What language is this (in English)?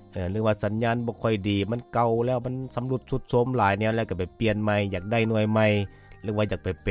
Lao